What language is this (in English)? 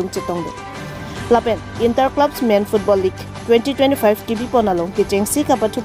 Karbi